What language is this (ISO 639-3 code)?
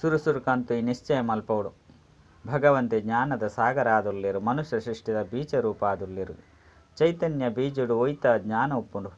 tcy